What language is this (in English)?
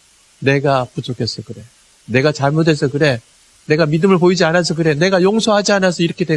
Korean